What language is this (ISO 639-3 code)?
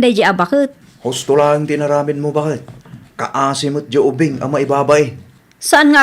ilo